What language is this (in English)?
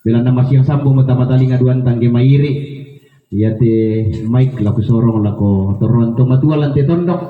Toraja-Sa'dan